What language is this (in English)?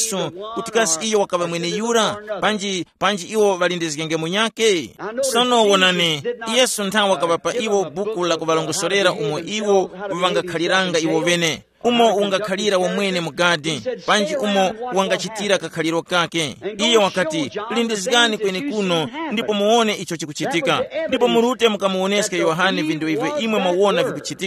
Tumbuka